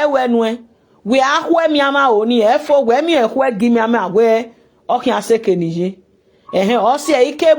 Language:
Nigerian Pidgin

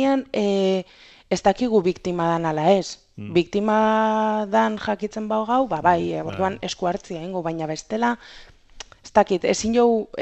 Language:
Basque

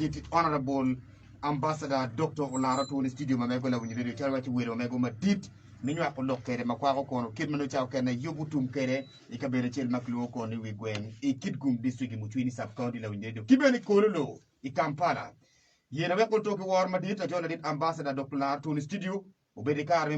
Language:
Acoli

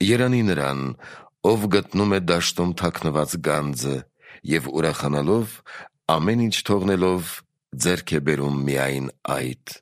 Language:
Armenian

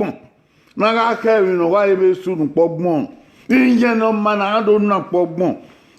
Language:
Bini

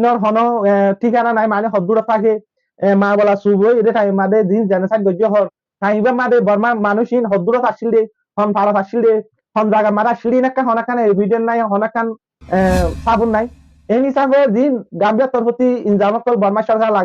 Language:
Rohingya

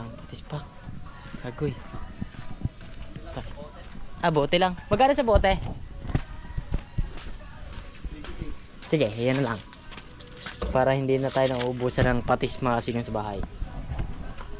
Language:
Filipino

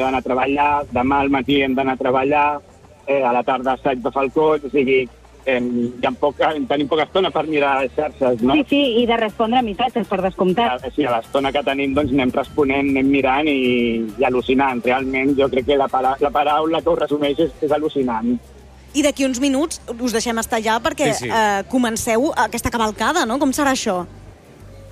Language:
Catalan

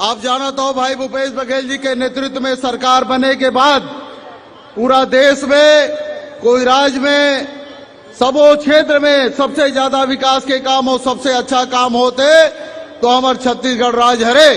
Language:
Chhattisgarhi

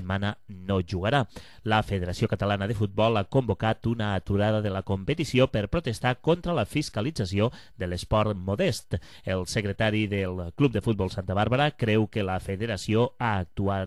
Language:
Catalan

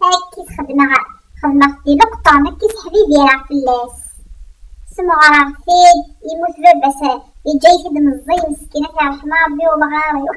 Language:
Kabyle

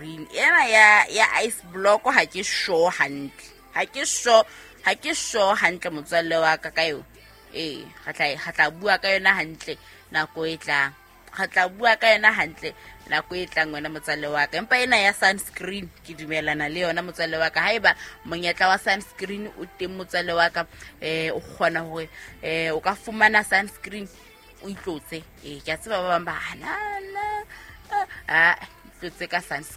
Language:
Southern Sotho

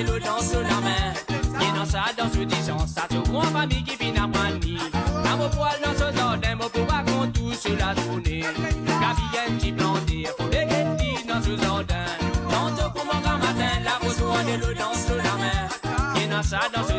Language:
Morisyen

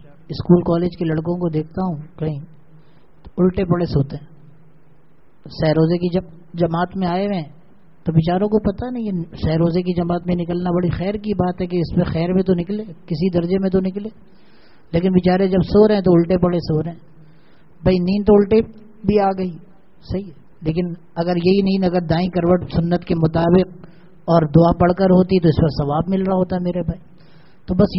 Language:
Urdu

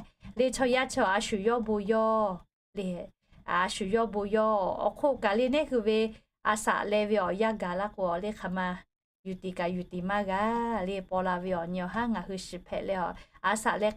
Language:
Lahu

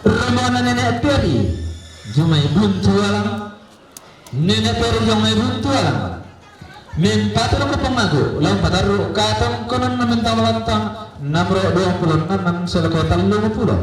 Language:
Toraja-Sa'dan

